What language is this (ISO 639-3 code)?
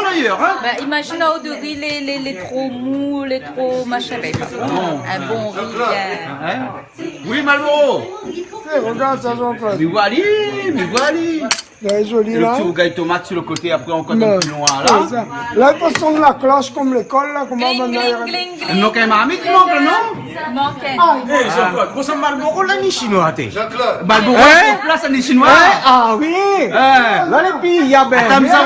rcf